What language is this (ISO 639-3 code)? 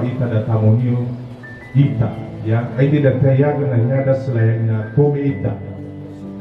nia